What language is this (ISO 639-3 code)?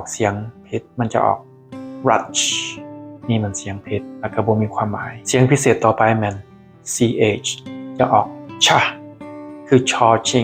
lao